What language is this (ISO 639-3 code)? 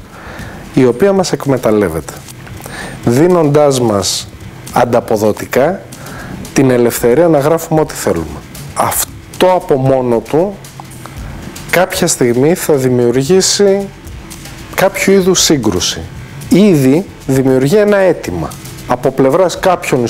ell